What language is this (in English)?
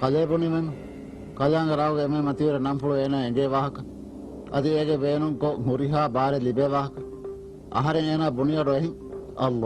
Divehi